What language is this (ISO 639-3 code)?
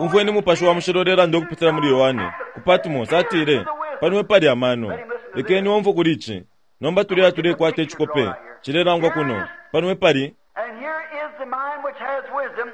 bem